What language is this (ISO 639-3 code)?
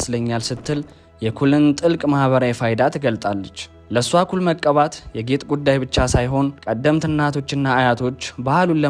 amh